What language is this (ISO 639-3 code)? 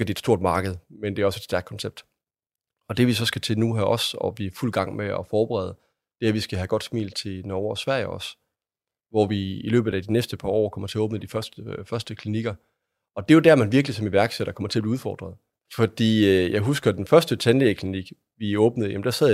dan